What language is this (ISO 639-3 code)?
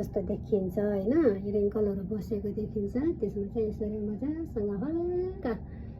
nep